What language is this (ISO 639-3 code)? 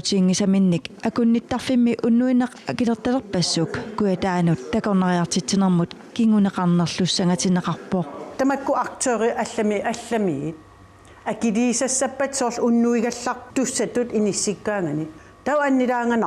kal